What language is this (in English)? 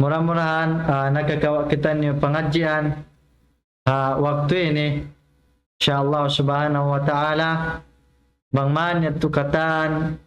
Tausug